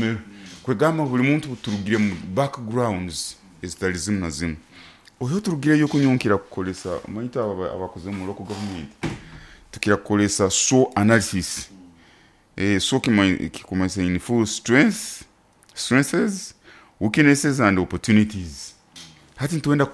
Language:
Nyoro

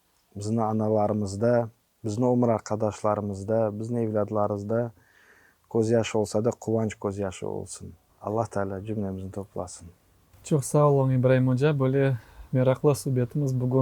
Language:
Crimean Tatar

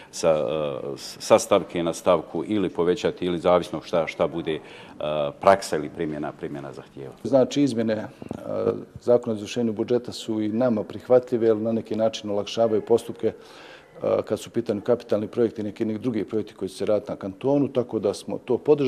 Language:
Bosnian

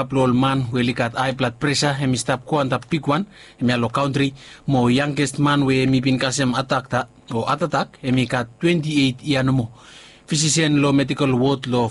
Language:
Bislama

